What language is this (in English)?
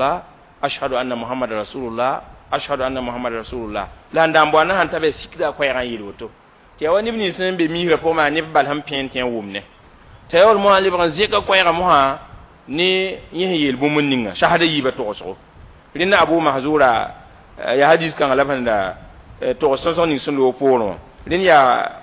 Mossi